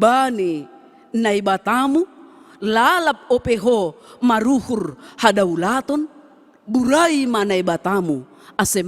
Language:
Batak Simalungun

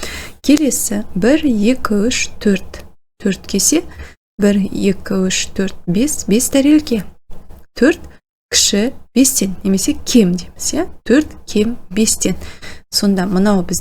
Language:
Kazakh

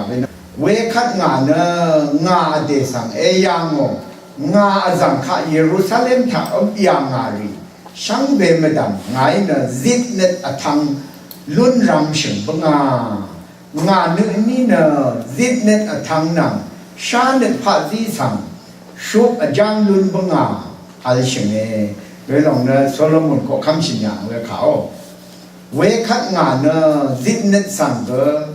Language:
Rawang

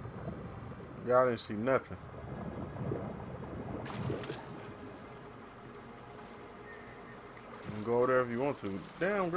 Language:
English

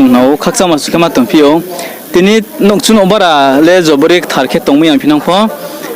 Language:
Riang (India)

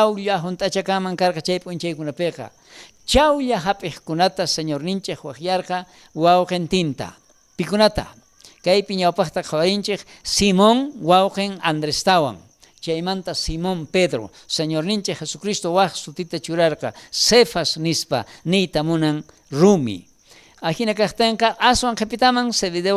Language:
South Bolivian Quechua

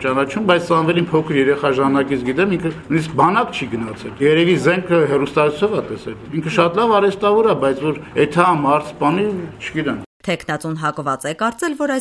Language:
Armenian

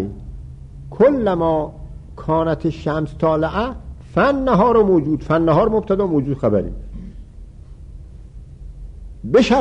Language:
Persian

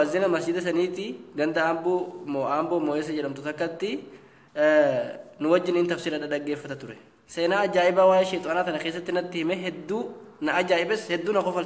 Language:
Oromo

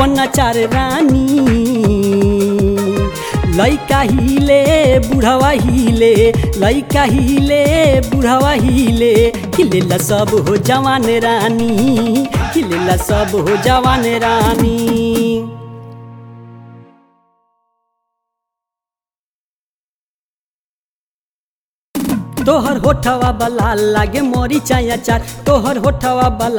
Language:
Bhojpuri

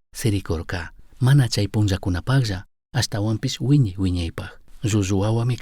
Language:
Chimborazo Highland Quichua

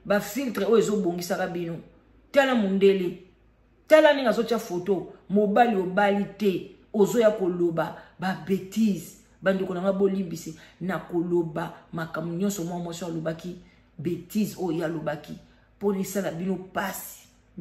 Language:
Lingala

